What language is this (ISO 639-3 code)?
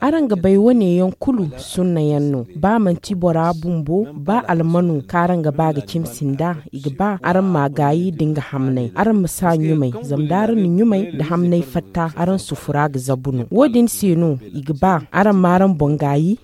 dje